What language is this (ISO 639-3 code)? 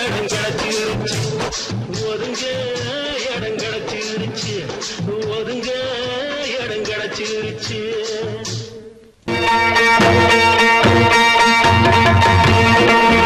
tam